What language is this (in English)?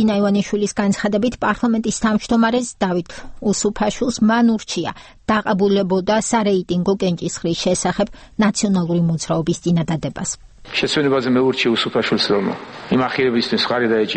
Georgian